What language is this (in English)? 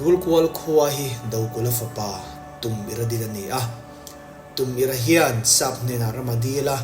Mizo